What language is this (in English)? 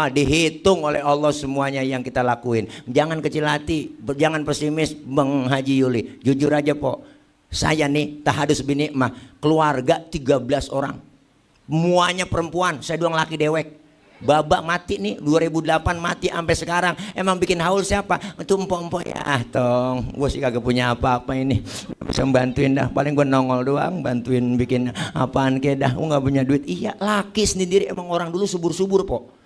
Betawi